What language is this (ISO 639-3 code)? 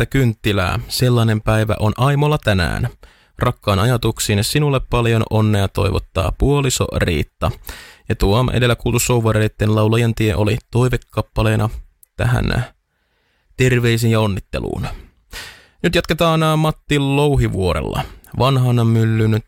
fin